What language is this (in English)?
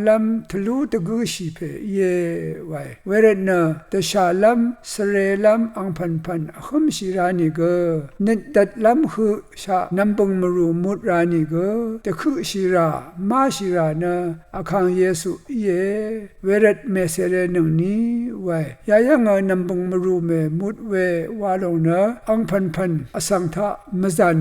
Rawang